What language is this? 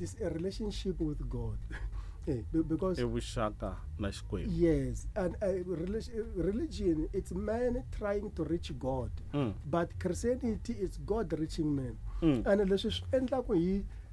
Tsonga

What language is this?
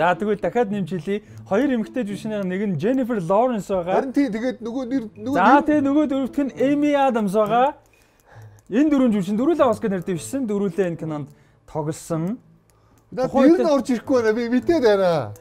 Mongolian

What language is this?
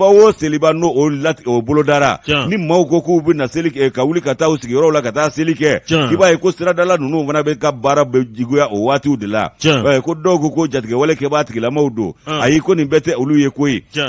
Bambara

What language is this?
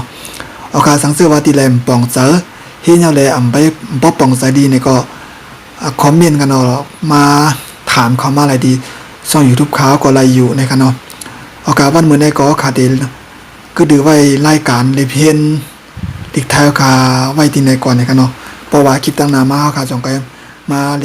Shan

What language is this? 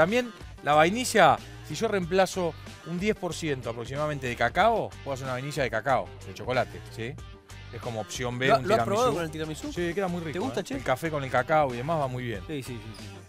Spanish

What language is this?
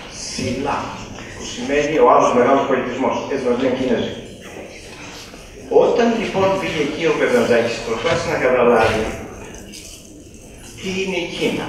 Greek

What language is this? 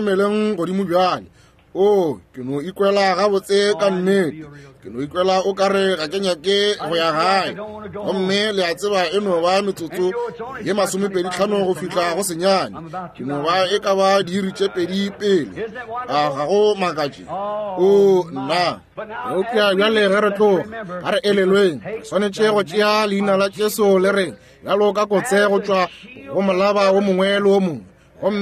Northern Sotho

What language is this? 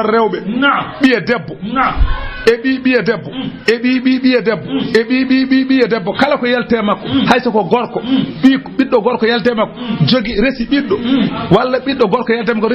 Fula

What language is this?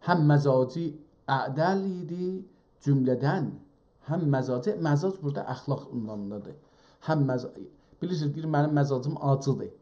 South Azerbaijani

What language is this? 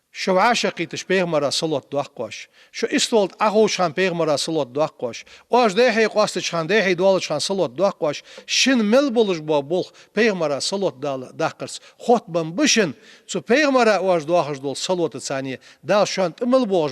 Ingush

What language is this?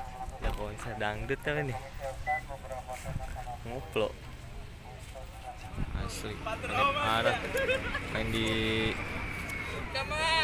Indonesian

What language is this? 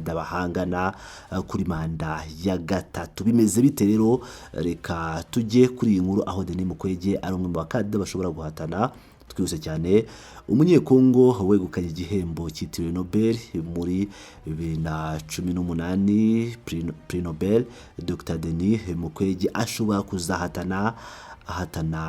Kinyarwanda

